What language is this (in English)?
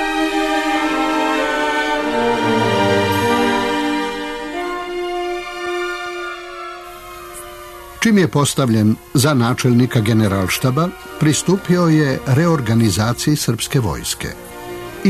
Serbian